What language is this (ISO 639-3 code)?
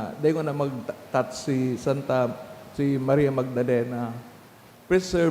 bik